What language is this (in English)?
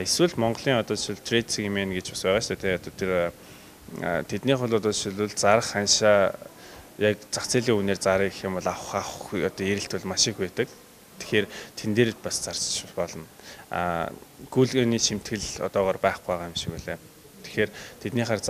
Mongolian